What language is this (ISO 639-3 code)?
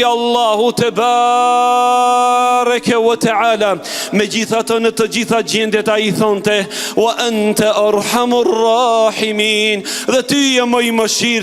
sqi